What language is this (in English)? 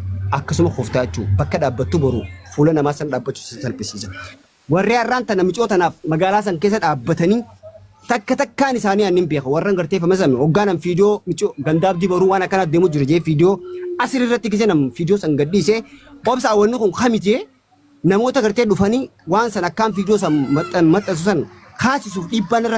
Oromo